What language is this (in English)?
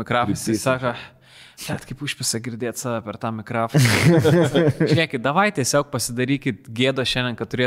Lithuanian